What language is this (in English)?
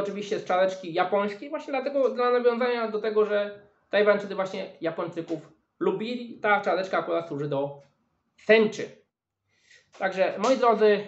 Polish